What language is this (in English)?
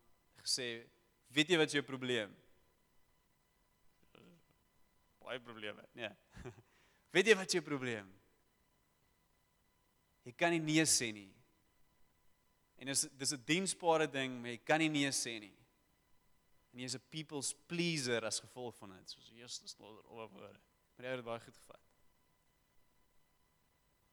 Afrikaans